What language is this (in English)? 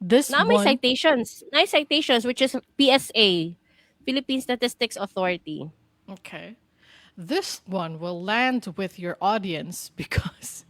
Cebuano